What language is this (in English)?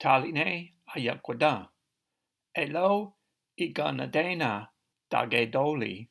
Cherokee